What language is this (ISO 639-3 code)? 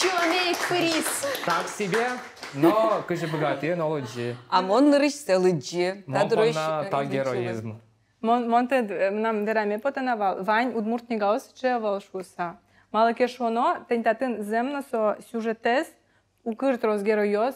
udm